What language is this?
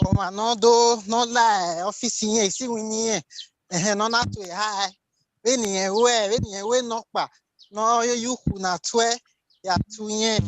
Bini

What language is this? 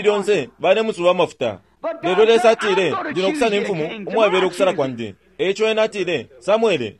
Bemba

